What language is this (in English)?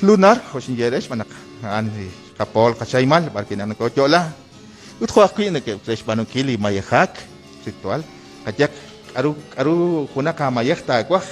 Kekchí